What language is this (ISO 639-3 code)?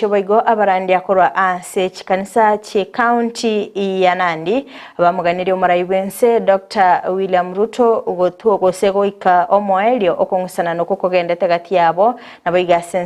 guz